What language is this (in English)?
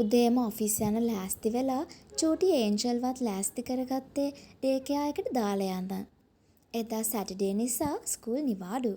Sinhala